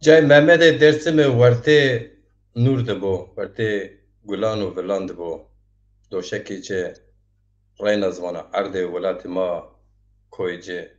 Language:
Zaza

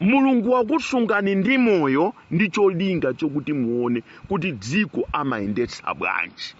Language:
Nyanja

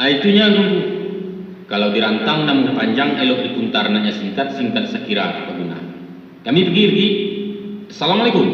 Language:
Minangkabau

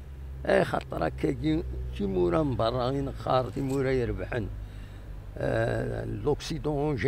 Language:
Kabyle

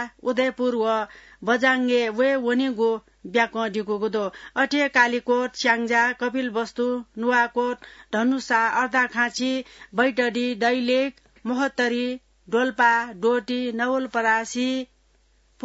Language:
Newari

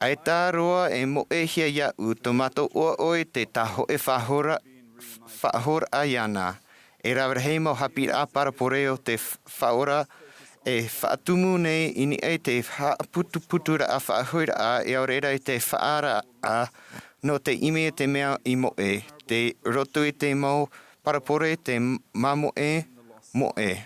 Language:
Tahitian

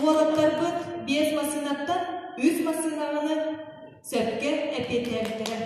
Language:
Yakut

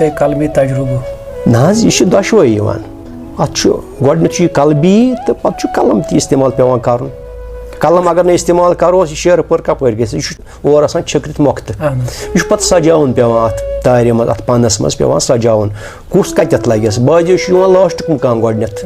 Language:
Kashmiri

